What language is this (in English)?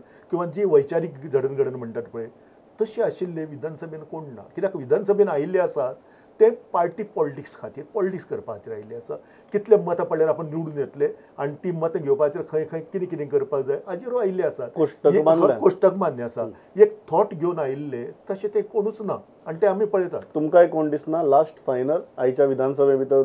Konkani